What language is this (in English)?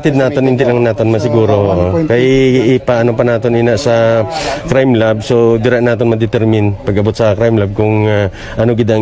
Hiligaynon